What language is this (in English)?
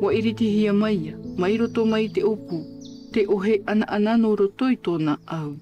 Tahitian